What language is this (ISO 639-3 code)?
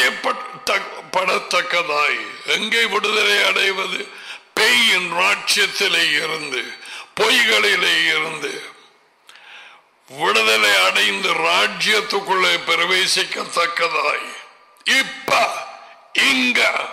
tam